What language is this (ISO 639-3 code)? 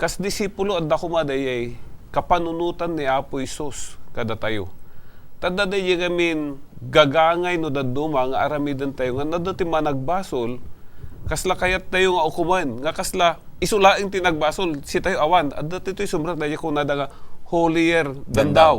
ilo